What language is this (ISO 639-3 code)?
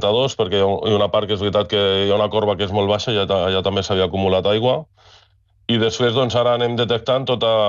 cat